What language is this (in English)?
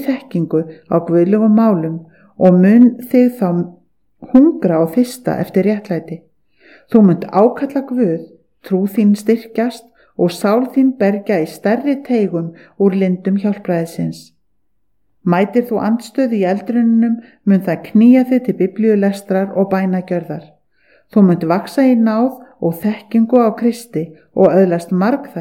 Icelandic